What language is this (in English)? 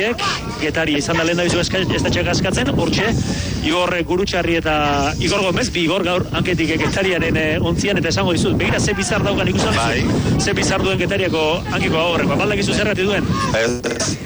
Basque